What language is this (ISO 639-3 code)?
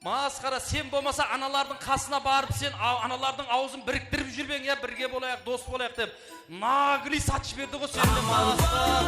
kaa